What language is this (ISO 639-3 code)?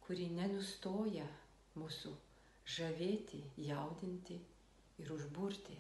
lit